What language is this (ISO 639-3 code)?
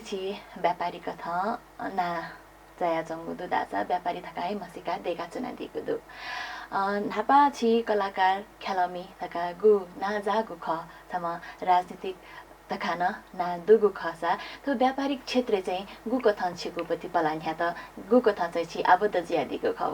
new